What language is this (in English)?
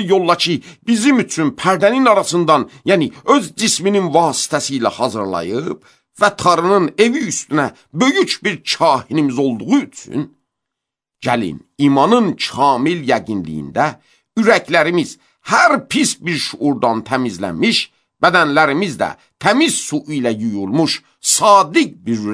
Azerbaijani